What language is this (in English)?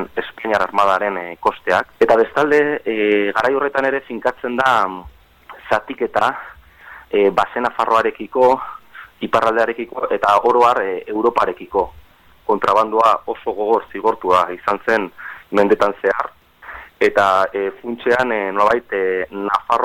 Basque